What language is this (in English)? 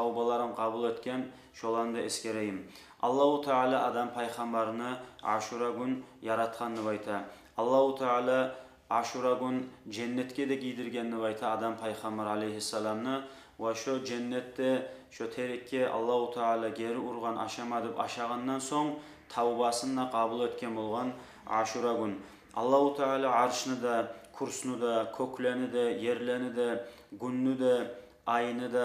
Kumyk